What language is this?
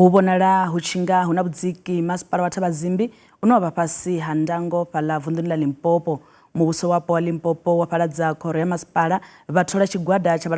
Venda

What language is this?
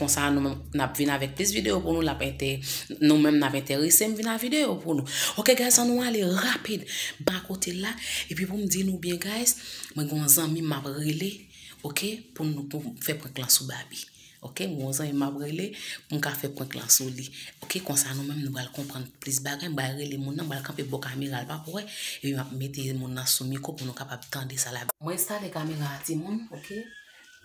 Haitian Creole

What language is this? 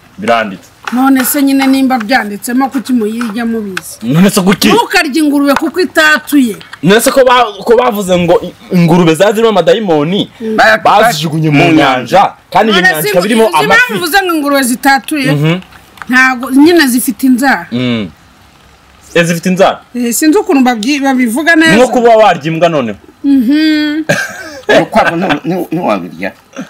Kinyarwanda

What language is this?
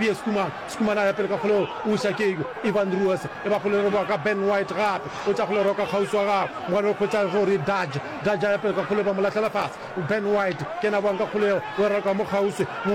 Northern Sotho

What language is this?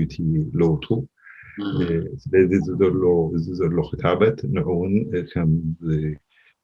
Tigrinya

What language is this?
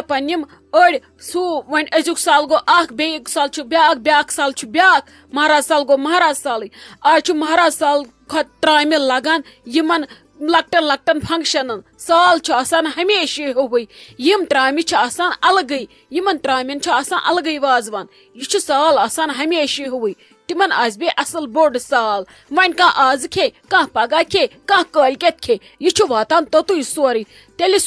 Kashmiri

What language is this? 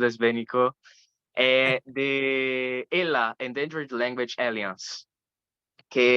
Ladino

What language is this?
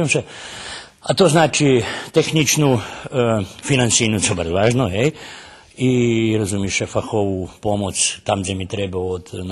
Rusyn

